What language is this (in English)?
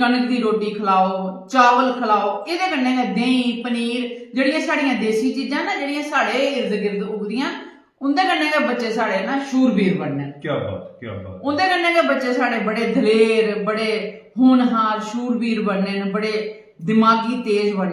Dogri